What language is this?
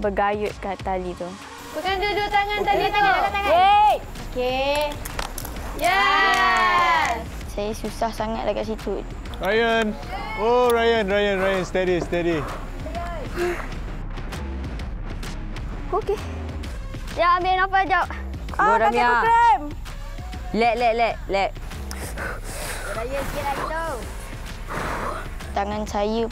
Malay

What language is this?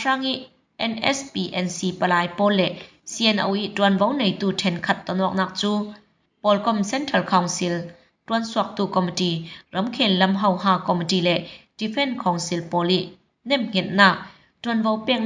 Falam Chin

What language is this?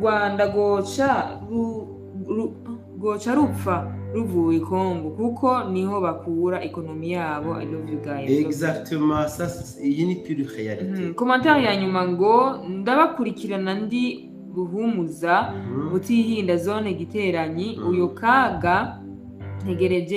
Rundi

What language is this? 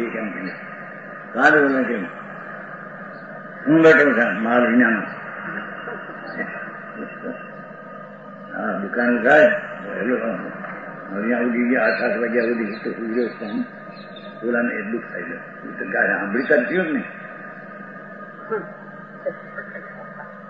Gujarati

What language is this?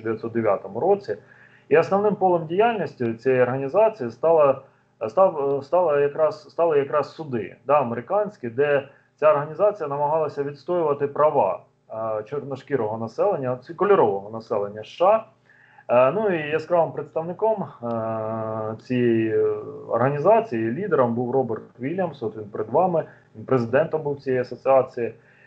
Ukrainian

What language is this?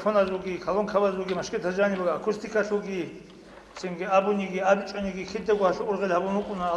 Avaric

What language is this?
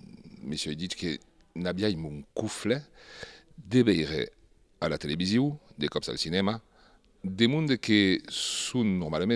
Occitan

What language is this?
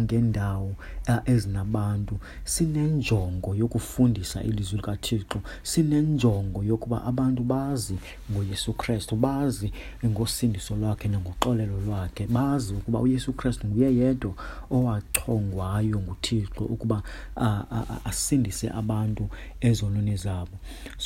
Xhosa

